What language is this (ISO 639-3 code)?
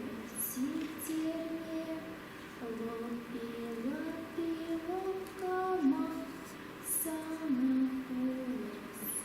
chv